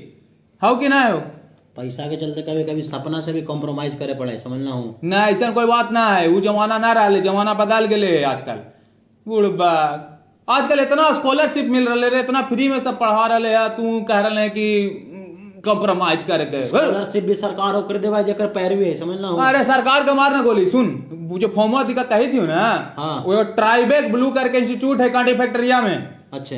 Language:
Magahi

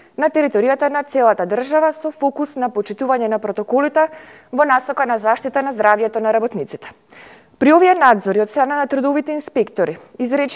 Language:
Macedonian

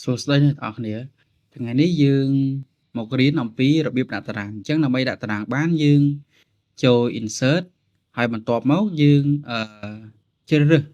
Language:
Khmer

